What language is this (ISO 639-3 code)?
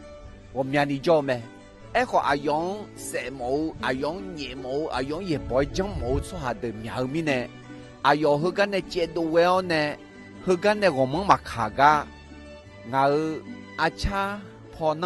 ahk